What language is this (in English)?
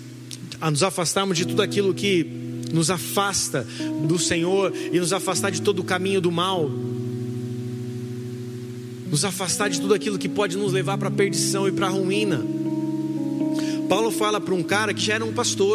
Portuguese